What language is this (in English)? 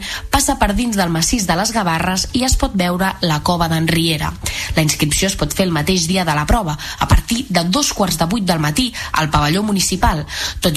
Catalan